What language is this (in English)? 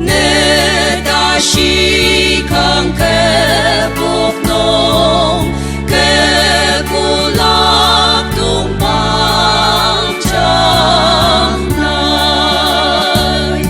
Ao Naga